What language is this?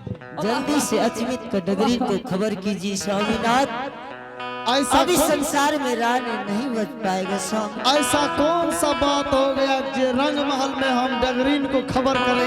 Angika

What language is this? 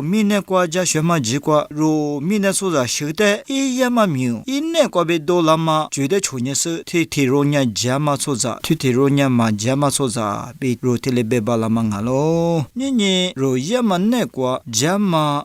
Lisu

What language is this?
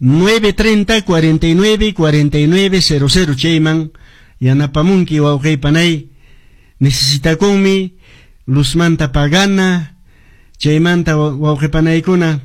Quechua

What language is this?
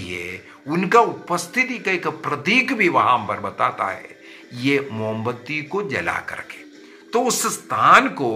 Hindi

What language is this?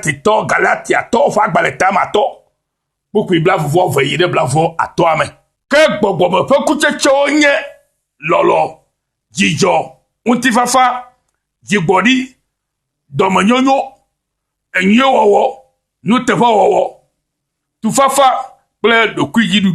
Ewe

